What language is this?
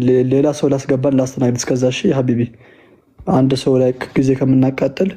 Amharic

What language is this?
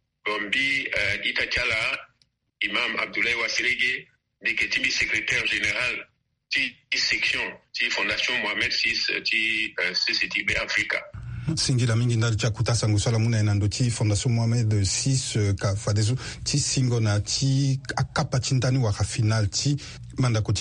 Sango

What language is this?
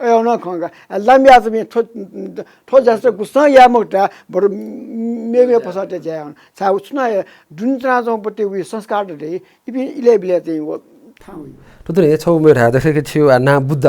Newari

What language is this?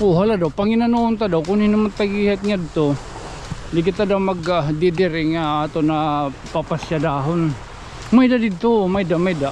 Waray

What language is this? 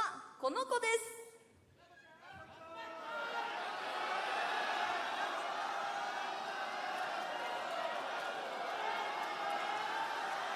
Japanese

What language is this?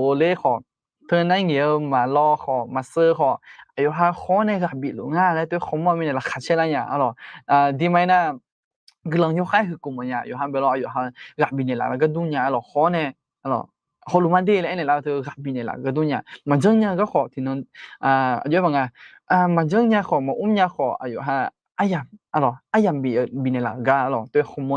Akha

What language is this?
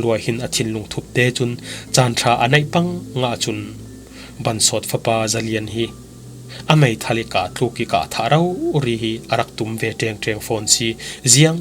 Falam Chin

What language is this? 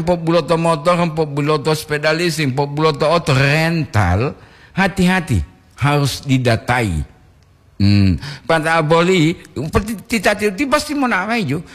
Gorontalo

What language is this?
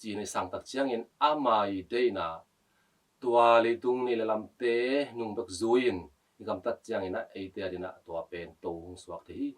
Tedim Chin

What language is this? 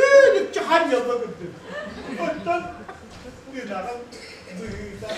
Yakut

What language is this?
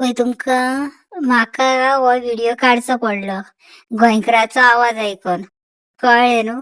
Konkani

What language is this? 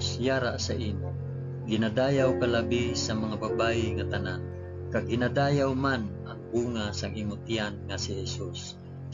Hiligaynon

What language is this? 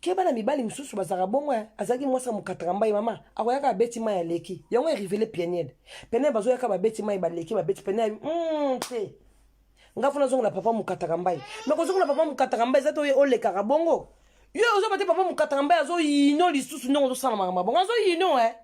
Lingala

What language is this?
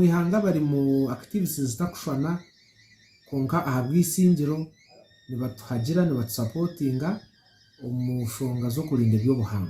Nyankole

